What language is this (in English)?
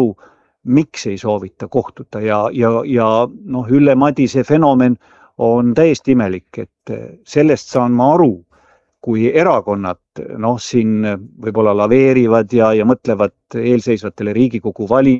Estonian